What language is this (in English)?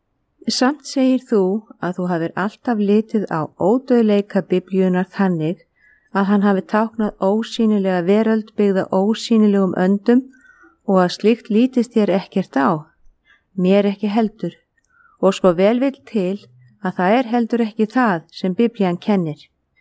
Icelandic